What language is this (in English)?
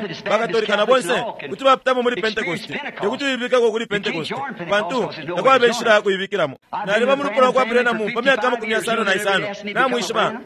Bemba